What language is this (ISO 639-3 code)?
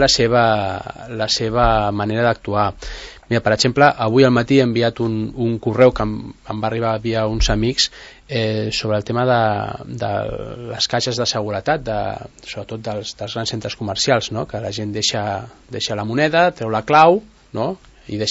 cat